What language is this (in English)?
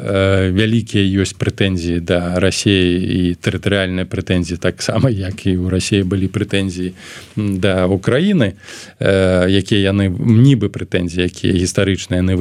Belarusian